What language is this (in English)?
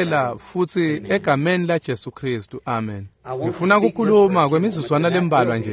Swati